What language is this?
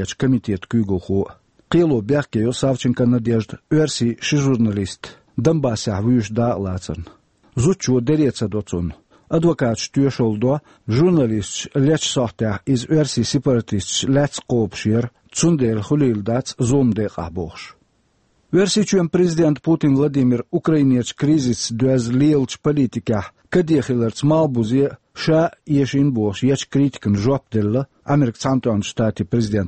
Chechen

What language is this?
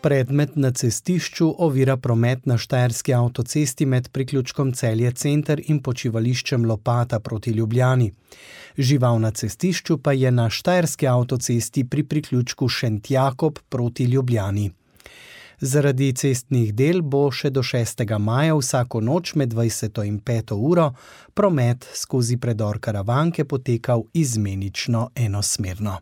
Slovenian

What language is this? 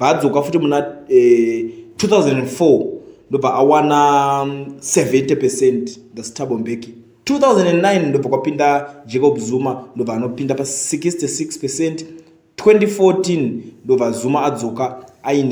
Shona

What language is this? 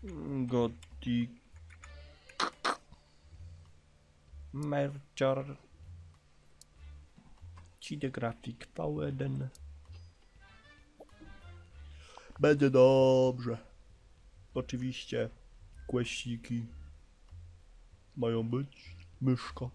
Polish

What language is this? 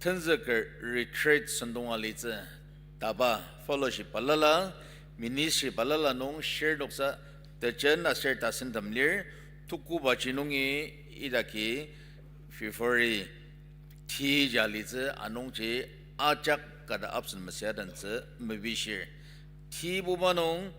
Ao Naga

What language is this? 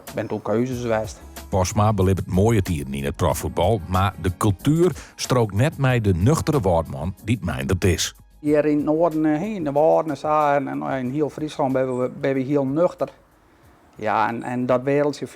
Western Frisian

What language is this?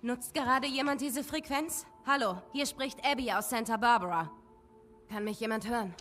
Bavarian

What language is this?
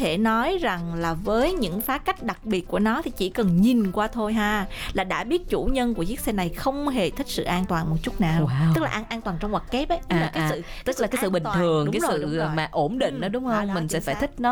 Vietnamese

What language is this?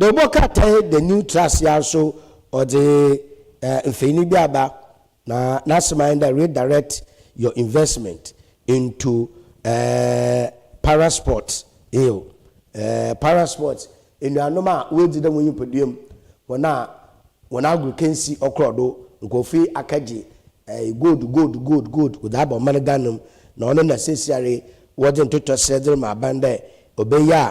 Akan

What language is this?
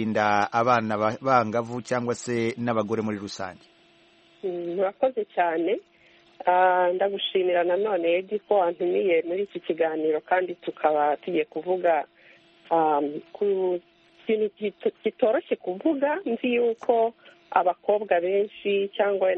Kinyarwanda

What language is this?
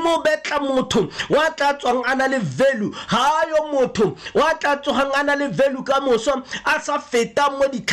Tswana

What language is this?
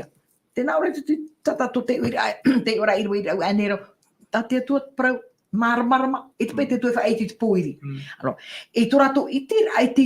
Tahitian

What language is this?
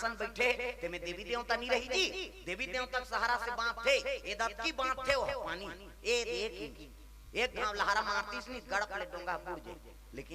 Chhattisgarhi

